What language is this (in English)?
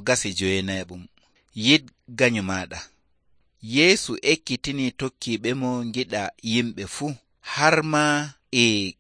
Nigerian Fulfulde